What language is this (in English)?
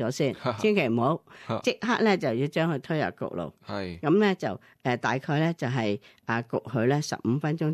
Cantonese